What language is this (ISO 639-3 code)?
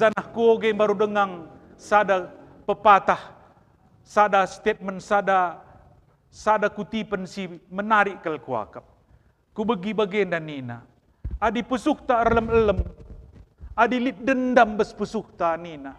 btx